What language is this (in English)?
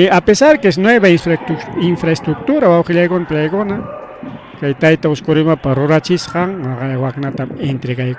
Ayacucho Quechua